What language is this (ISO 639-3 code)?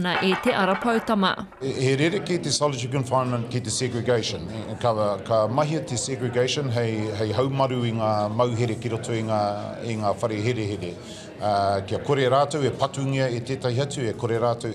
mri